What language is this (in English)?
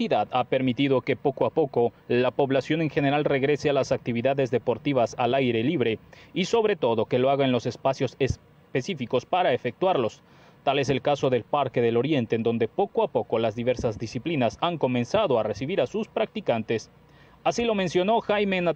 Spanish